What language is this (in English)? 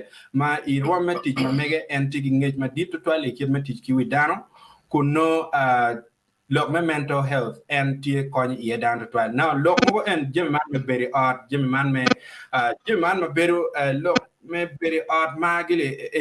Acoli